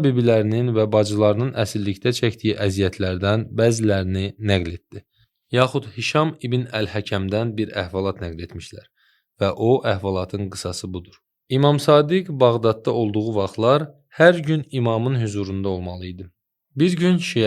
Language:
Azerbaijani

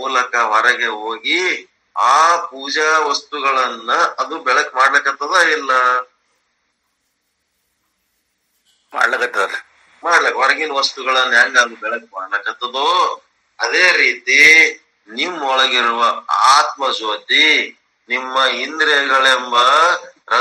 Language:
Kannada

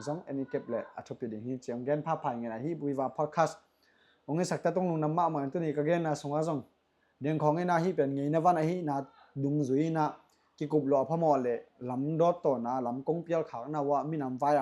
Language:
Tedim Chin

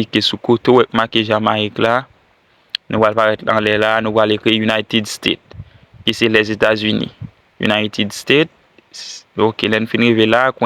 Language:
Haitian Creole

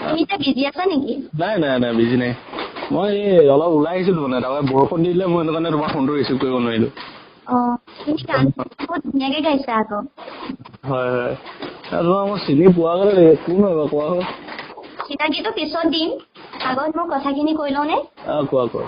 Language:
Assamese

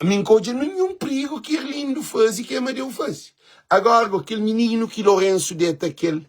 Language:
Kabuverdianu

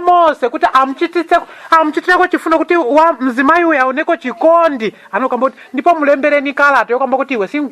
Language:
Nyanja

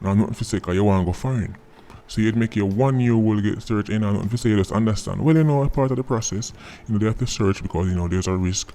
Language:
Jamaican Creole English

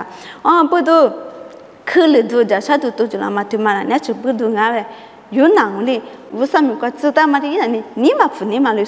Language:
Lisu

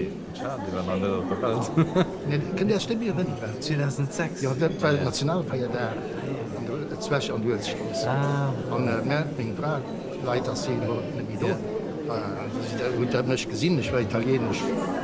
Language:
Luxembourgish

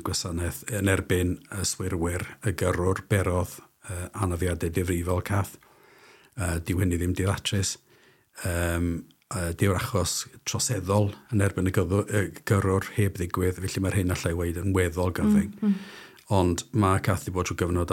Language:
Welsh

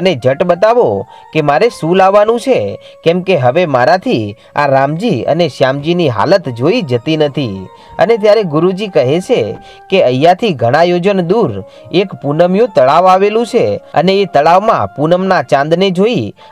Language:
Gujarati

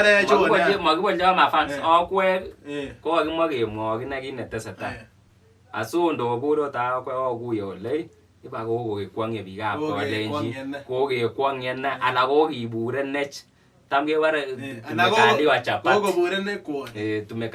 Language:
Kalenjin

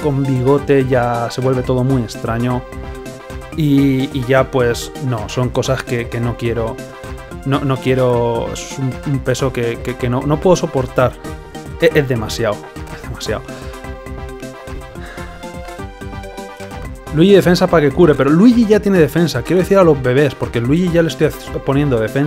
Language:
Spanish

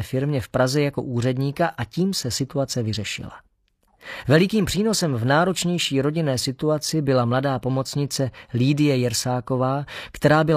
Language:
Czech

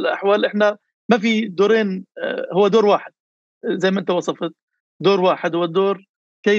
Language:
North Levantine Arabic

